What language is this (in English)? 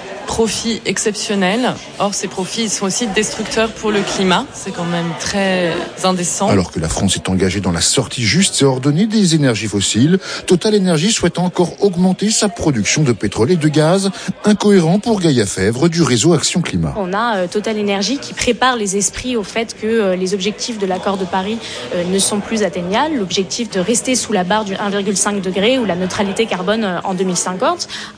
French